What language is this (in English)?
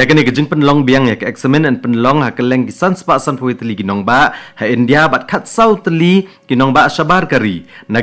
Khasi